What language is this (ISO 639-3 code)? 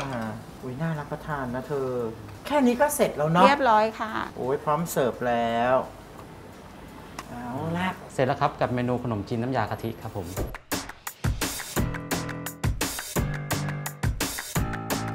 tha